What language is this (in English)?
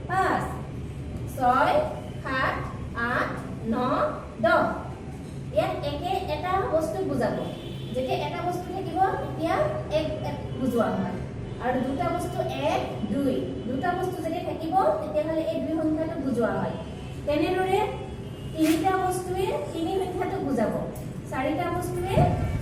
Assamese